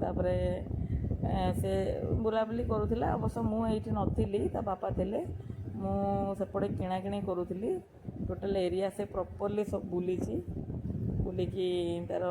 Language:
Odia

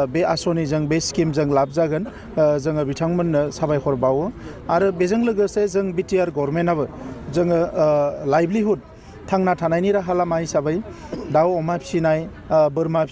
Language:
Bodo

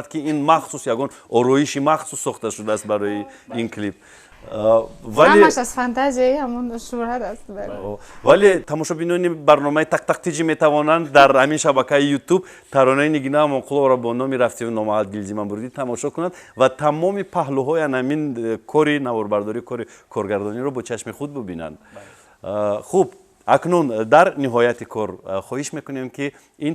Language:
Tajik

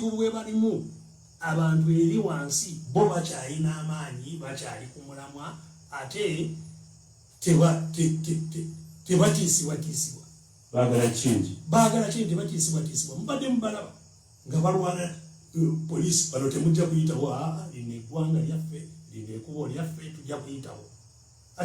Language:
Ganda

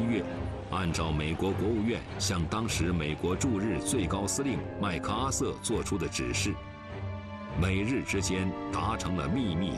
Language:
Chinese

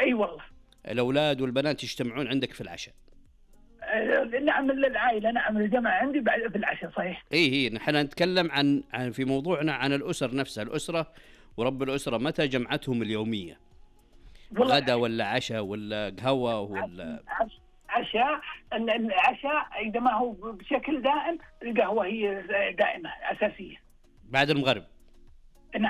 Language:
Najdi Arabic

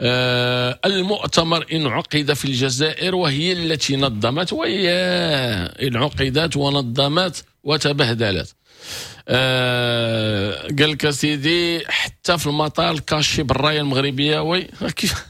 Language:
Moroccan Arabic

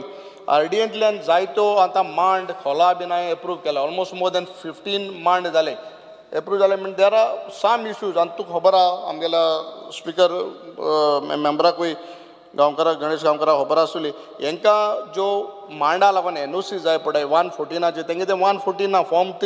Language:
Konkani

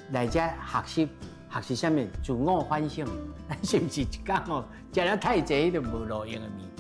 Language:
Min Nan Chinese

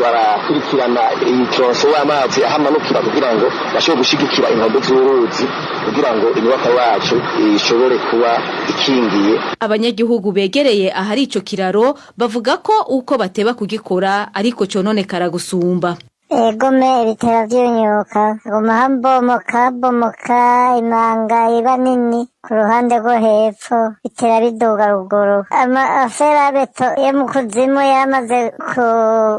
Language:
Rundi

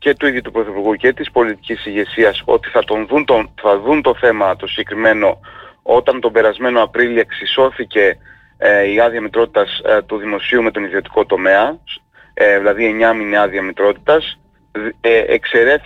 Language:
Greek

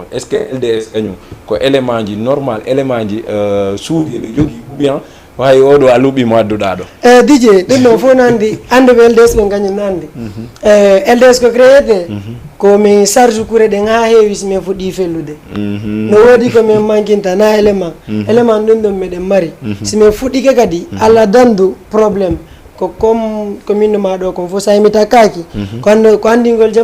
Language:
Fula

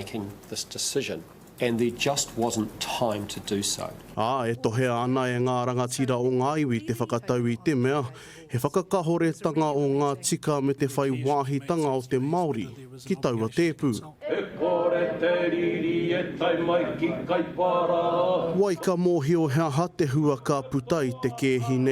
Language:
Māori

